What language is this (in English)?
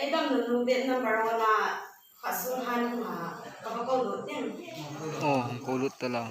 Hmar